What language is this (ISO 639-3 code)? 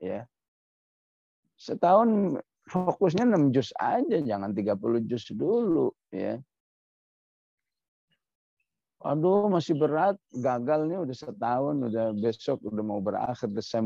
ind